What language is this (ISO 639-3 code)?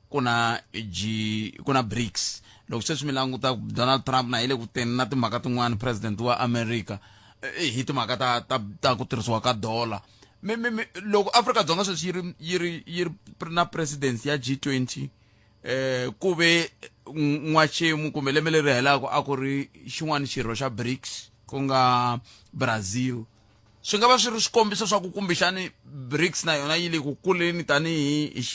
tso